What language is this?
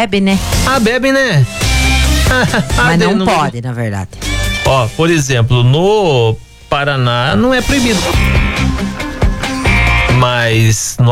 Portuguese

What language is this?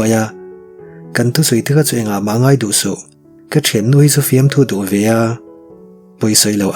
Mizo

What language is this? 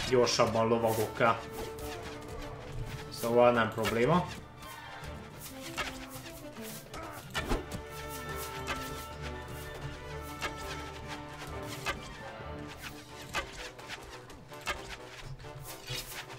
Hungarian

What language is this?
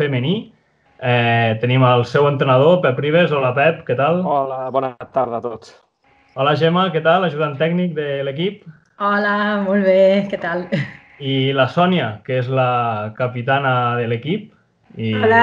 Catalan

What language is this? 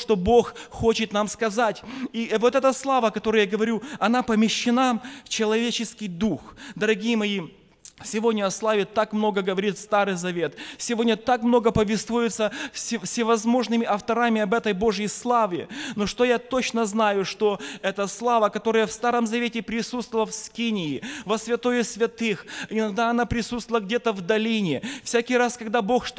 Russian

